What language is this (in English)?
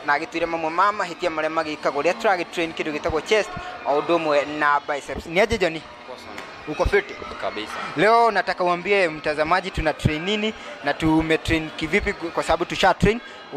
Kikuyu